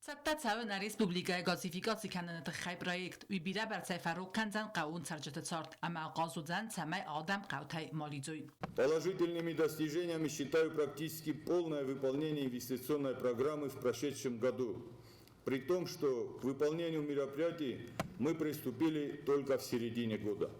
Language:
Ossetic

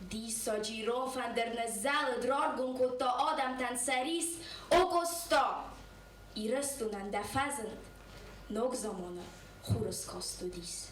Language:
Ossetic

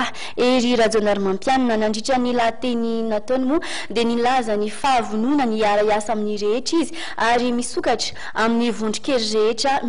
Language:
Malagasy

